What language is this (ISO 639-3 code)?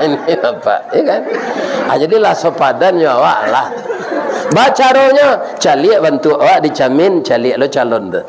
min